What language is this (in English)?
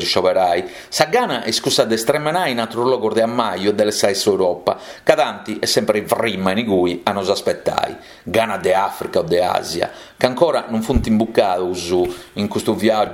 Sardinian